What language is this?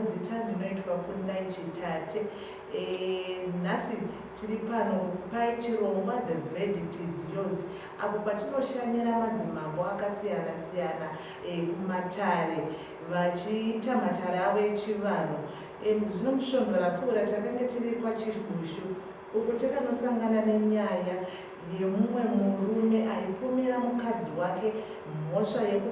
Shona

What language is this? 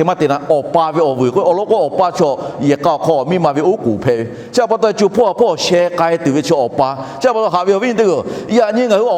Lahu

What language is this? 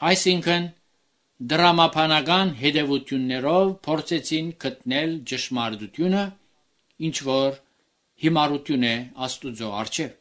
Armenian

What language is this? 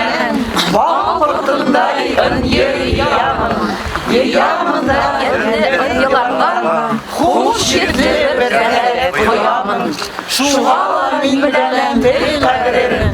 Bashkir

